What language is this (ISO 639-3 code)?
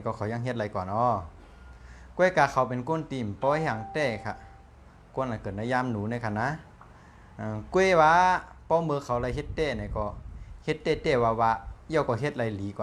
shn